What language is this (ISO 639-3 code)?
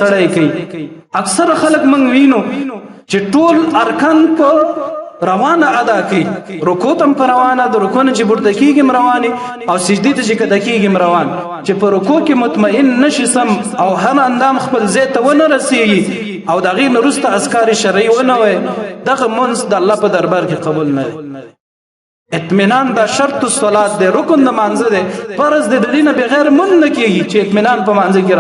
pus